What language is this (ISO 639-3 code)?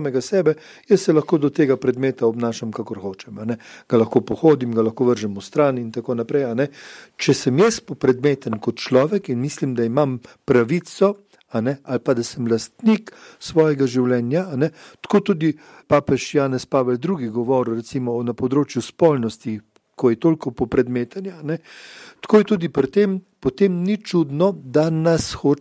slv